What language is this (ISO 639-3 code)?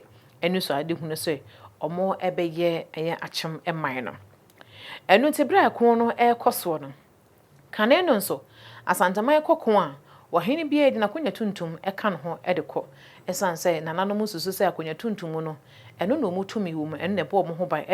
aka